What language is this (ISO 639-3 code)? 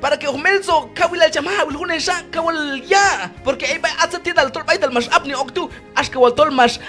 kjb